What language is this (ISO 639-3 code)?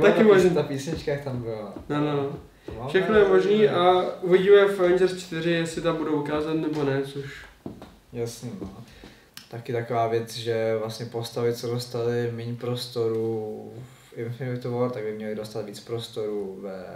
ces